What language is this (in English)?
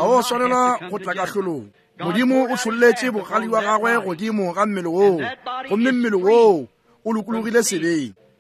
Northern Sotho